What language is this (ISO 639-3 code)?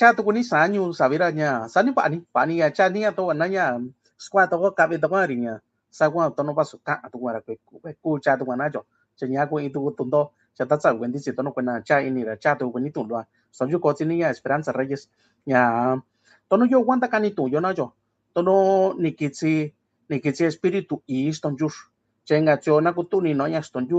mix